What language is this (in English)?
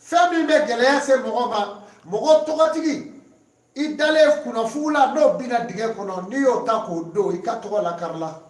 Bambara